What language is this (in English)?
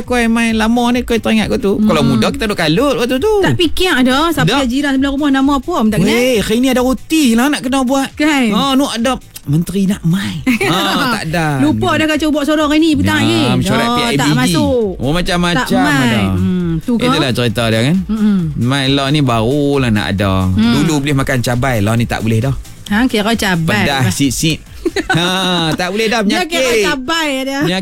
Malay